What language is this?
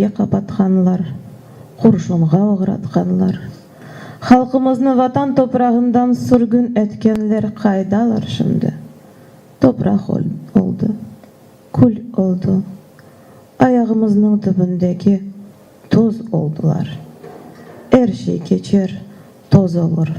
Crimean Tatar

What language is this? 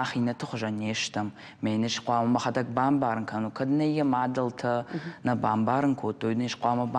Ossetic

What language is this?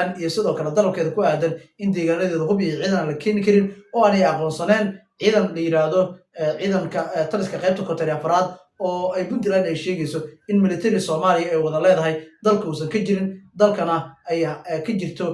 Somali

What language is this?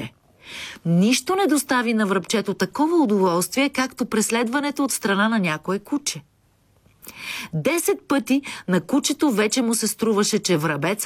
Bulgarian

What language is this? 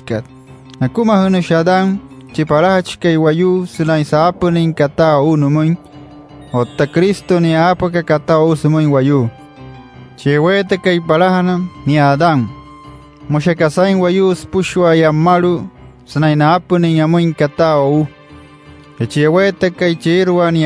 Wayuu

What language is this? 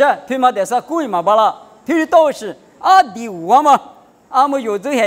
Lisu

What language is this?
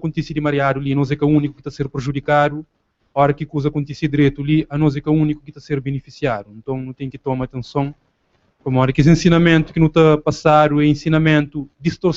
Kabuverdianu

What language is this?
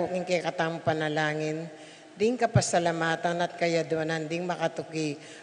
Pampanga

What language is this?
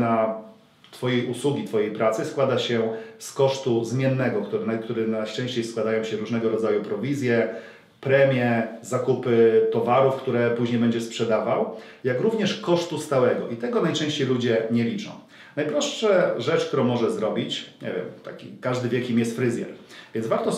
Polish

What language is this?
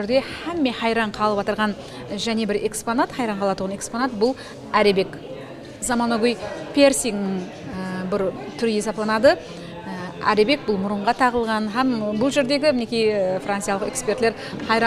Kara-Kalpak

